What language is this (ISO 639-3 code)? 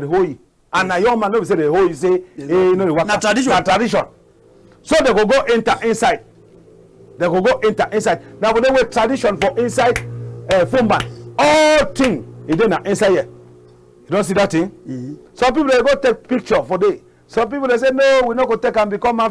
wes